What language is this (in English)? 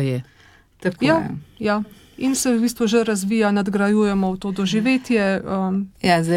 Slovenian